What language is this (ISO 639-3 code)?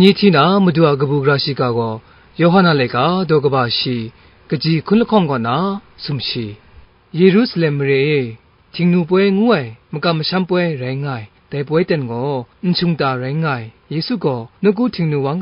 kac